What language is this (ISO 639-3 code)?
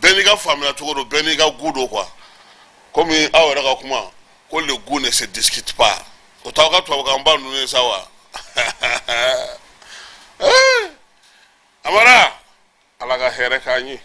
bam